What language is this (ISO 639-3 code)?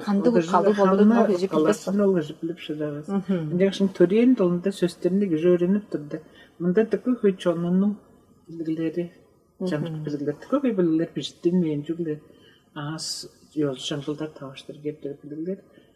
tyv